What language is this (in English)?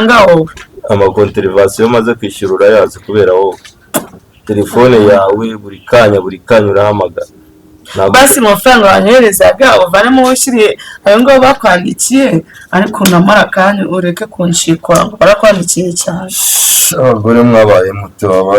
Kinyarwanda